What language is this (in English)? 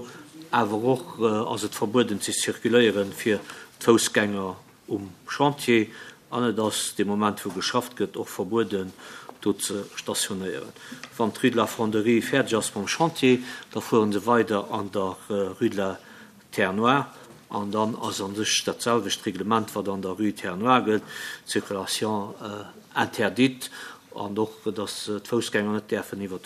Luxembourgish